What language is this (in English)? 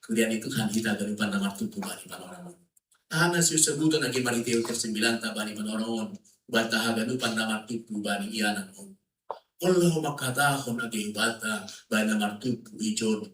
Batak Simalungun